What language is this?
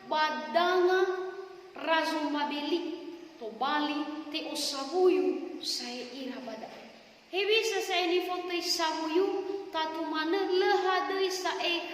Nias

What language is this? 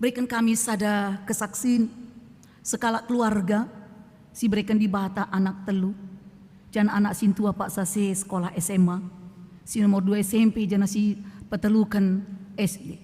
Batak Karo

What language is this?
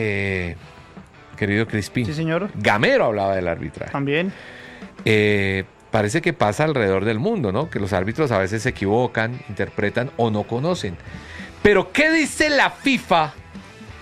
Spanish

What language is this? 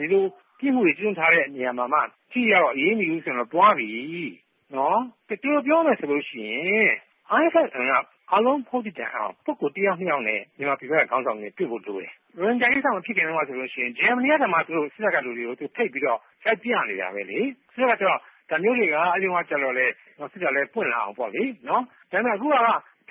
Burmese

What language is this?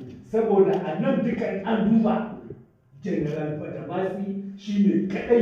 Hausa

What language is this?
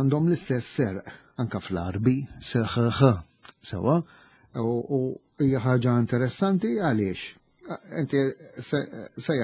Maltese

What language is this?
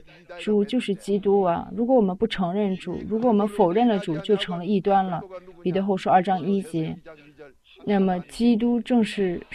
Chinese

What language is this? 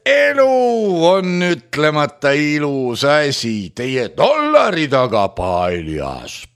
Estonian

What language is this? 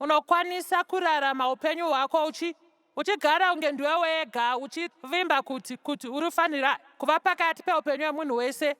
Shona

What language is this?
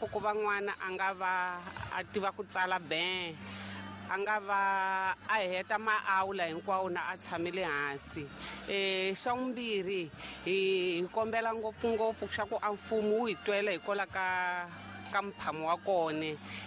Tsonga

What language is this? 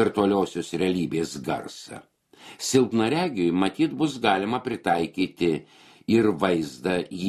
Lithuanian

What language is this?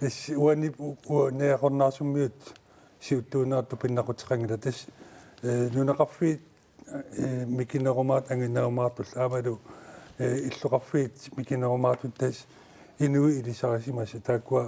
Kalaallisut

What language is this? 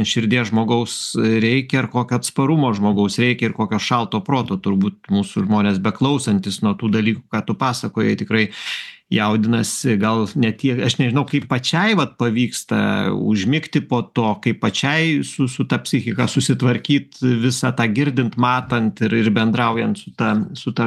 Lithuanian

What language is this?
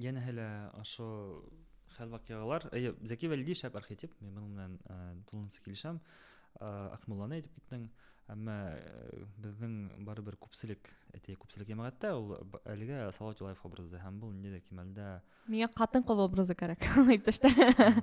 Bashkir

